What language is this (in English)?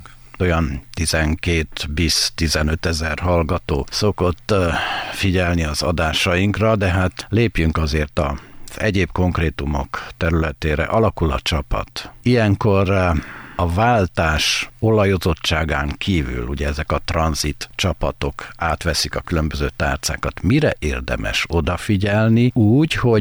Hungarian